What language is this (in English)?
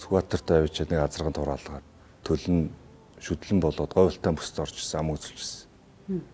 Mongolian